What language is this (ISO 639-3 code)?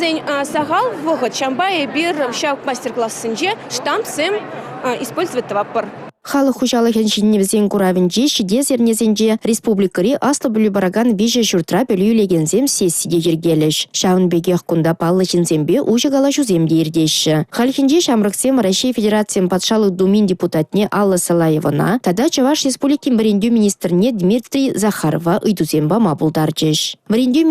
chv